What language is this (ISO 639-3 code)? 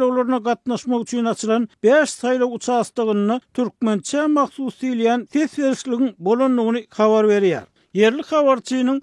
tuk